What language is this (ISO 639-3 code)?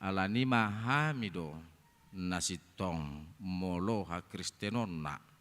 bbc